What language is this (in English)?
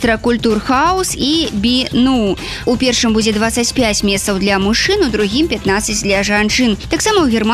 Belarusian